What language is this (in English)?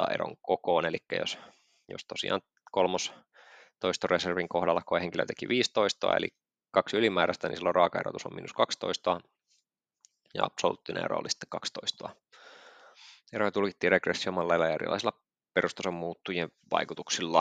Finnish